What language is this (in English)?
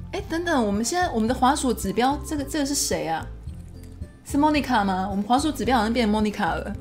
Chinese